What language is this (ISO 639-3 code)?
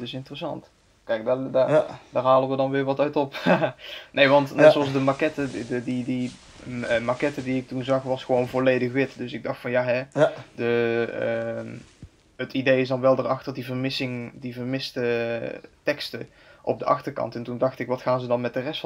nld